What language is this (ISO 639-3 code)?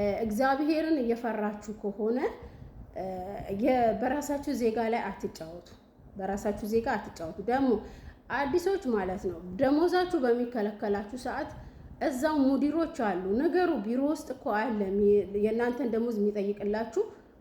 amh